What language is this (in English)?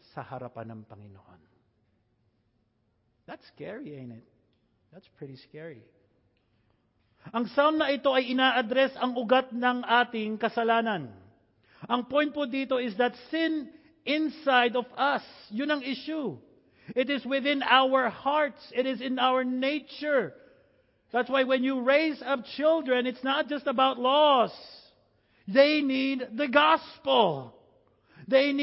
Filipino